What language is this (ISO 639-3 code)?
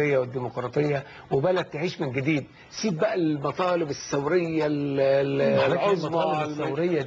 arz